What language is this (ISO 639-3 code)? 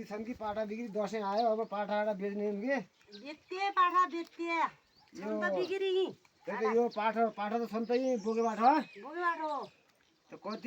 nep